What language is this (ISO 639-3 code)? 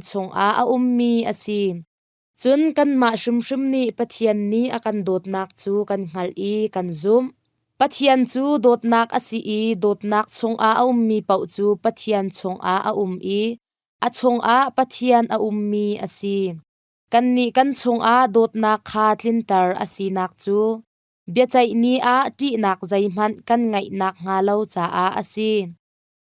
cnh